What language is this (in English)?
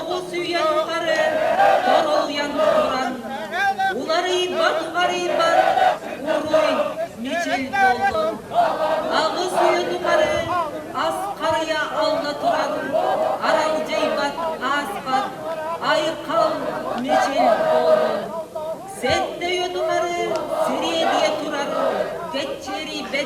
Yakut